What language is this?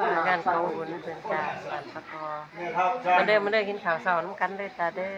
Northeastern Thai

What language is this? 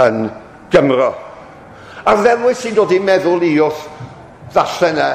Welsh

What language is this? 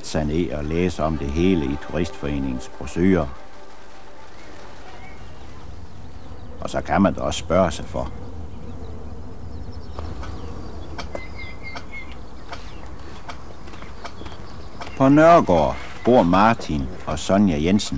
Danish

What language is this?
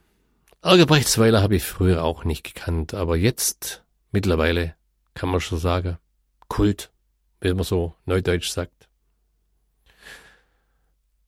German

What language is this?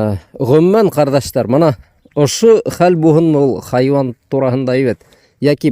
Bashkir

